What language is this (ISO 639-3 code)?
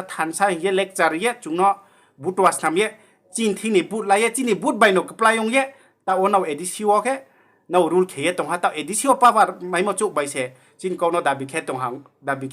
ria